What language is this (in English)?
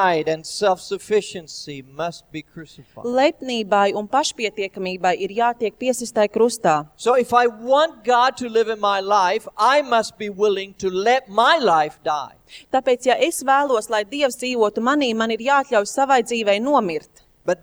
Latvian